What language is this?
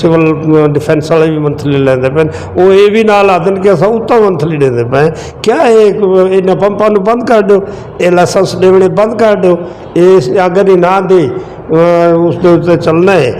Western Panjabi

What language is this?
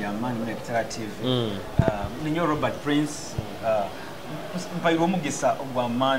Nyoro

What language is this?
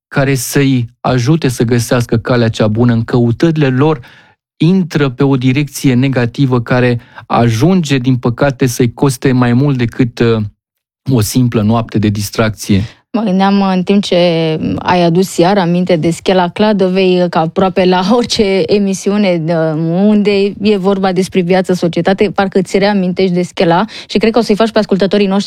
Romanian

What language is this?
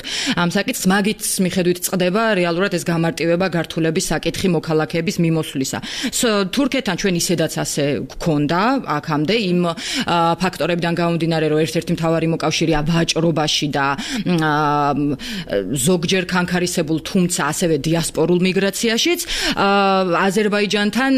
Georgian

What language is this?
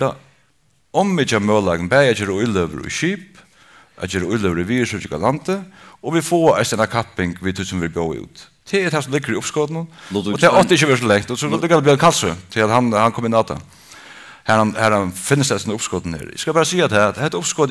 Faroese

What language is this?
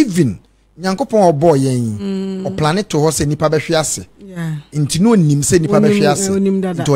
Akan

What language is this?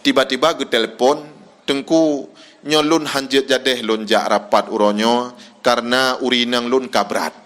Achinese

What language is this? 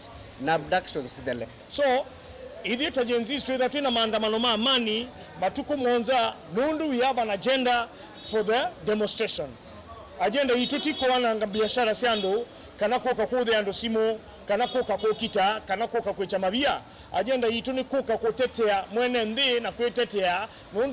Kamba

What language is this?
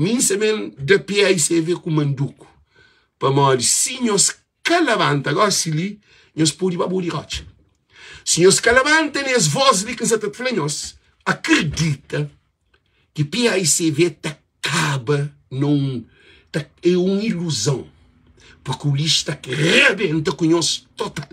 Kabuverdianu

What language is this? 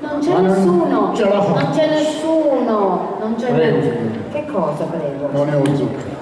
Sicilian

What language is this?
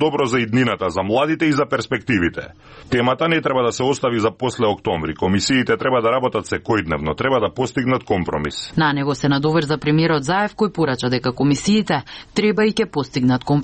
Macedonian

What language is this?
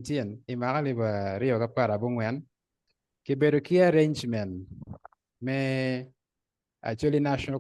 Acoli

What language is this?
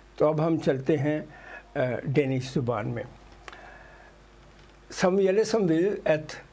Danish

